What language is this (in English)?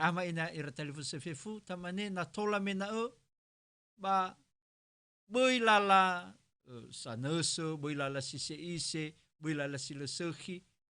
Nias